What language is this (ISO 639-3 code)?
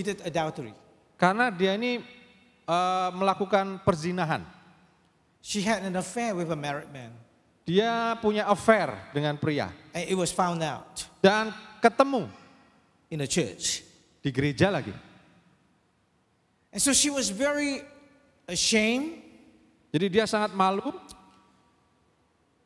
ind